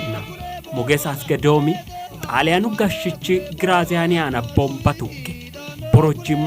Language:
Sidamo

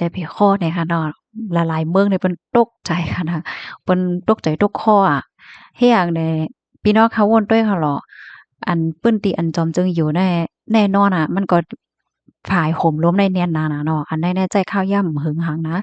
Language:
Shan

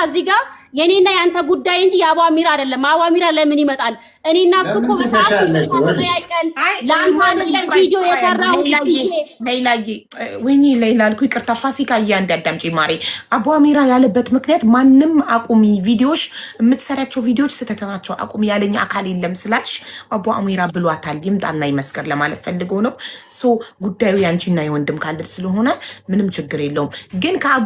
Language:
Amharic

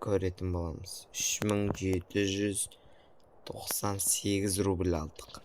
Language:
Kazakh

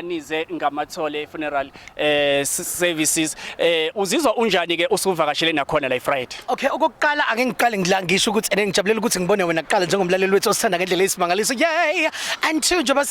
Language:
Zulu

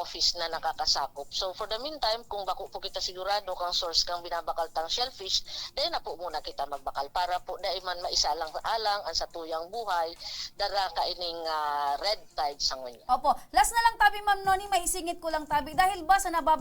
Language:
Bikol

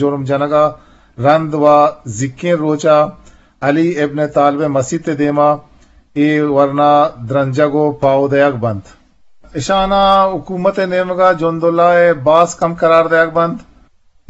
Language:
Eastern Balochi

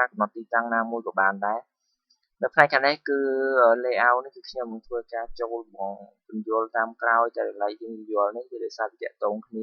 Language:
Khmer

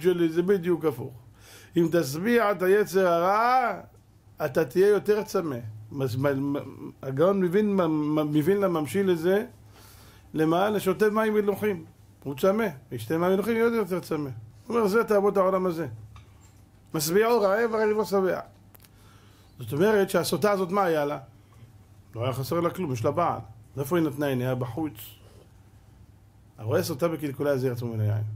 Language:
Hebrew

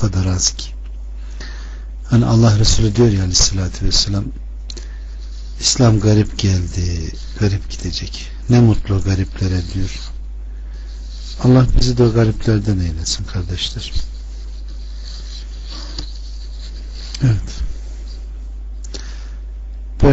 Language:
Turkish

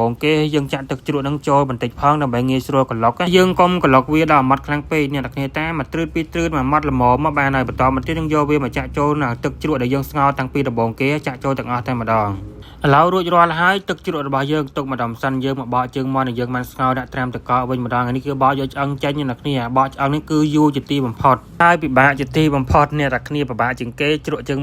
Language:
Khmer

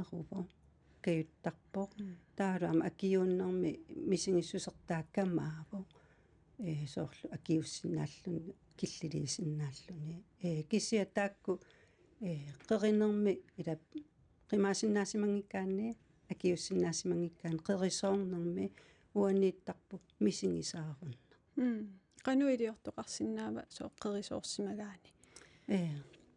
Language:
Kalaallisut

